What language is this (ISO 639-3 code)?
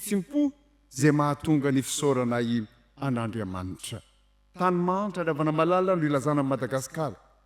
mlg